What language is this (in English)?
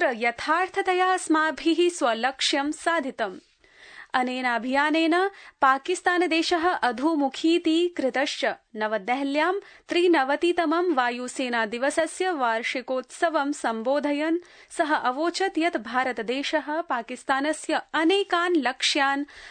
Sanskrit